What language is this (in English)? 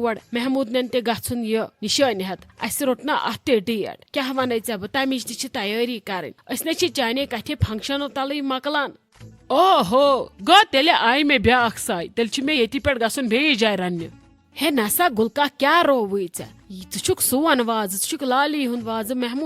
Kashmiri